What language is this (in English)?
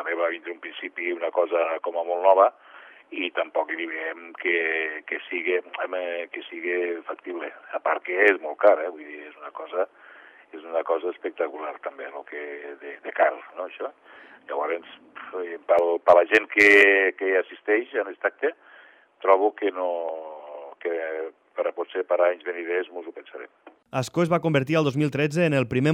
Catalan